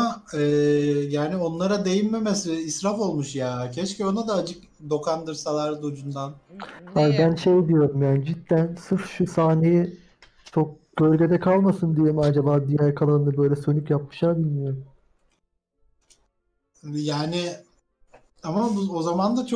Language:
Turkish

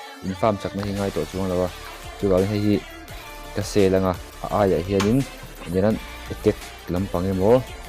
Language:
Mizo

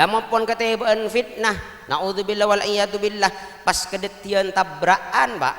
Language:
Madurese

